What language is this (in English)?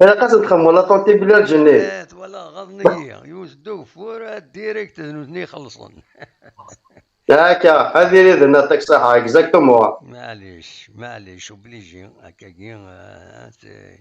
Kabyle